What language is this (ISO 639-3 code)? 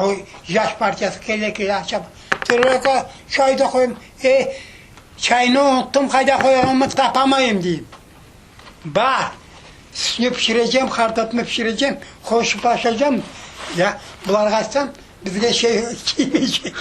crh